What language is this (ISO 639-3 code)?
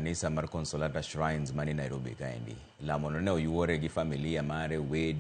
luo